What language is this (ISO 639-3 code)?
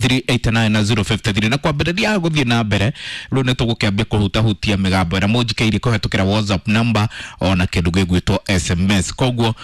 kik